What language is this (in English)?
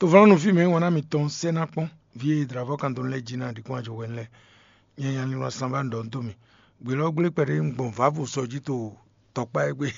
Fon